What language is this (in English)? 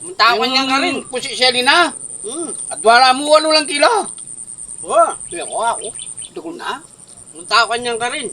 Pampanga